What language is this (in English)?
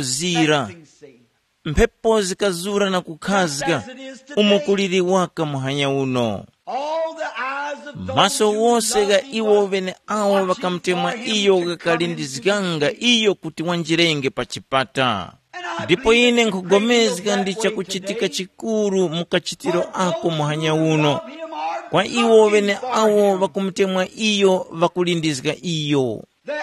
Tumbuka